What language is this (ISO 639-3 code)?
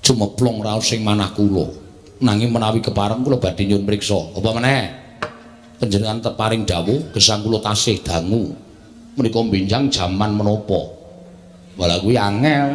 jav